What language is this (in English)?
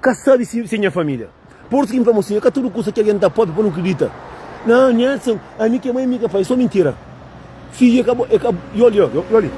Kabuverdianu